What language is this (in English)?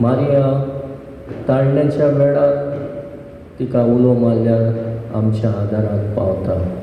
Konkani